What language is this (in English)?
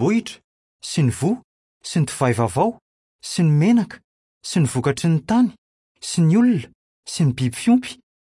Malagasy